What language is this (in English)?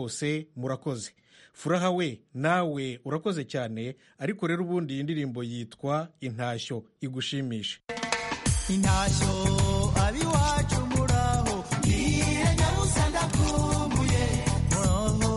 Kinyarwanda